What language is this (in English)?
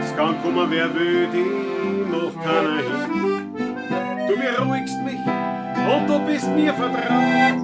Bavarian